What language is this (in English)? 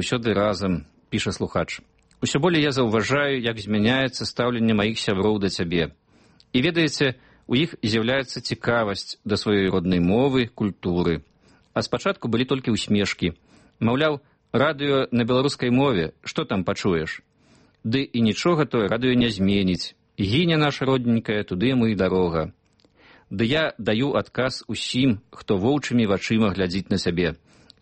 Belarusian